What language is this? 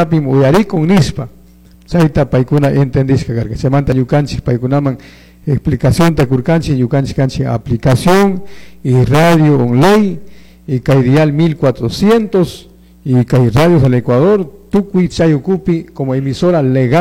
Chimborazo Highland Quichua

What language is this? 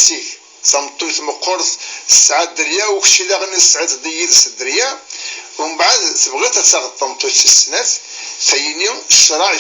Kabyle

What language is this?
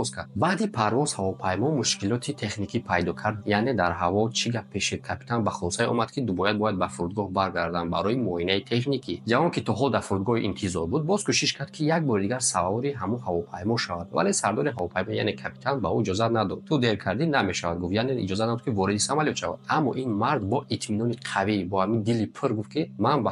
Tajik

